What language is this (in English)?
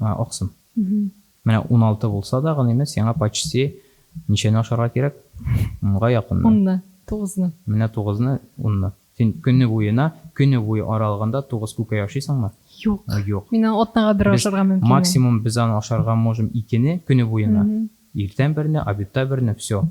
Tatar